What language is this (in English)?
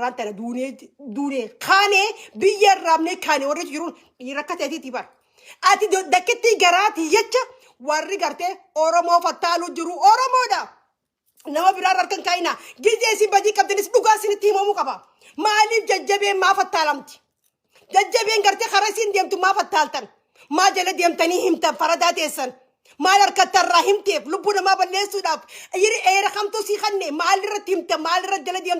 Oromo